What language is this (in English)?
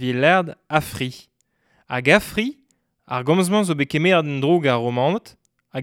Breton